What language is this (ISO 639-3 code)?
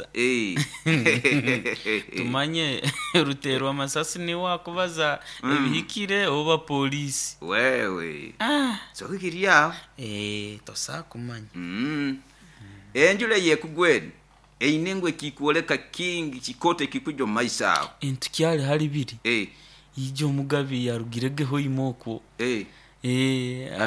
nyo